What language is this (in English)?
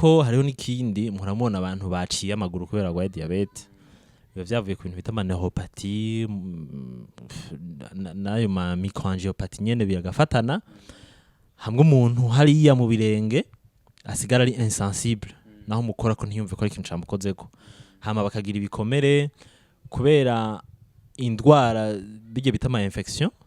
Rundi